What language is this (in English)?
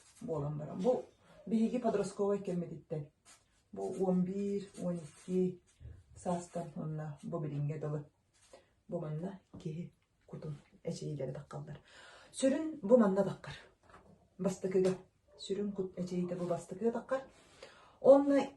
Yakut